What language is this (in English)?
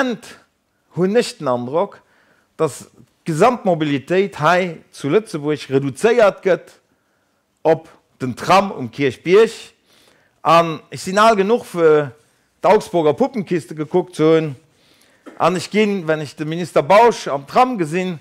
Luxembourgish